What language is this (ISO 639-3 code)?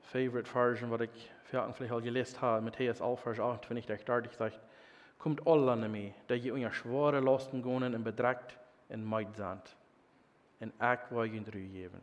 pdt